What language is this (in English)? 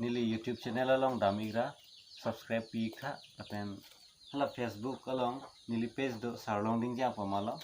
Karbi